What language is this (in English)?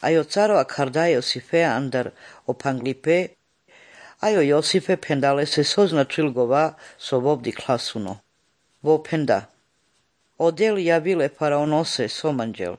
Slovenian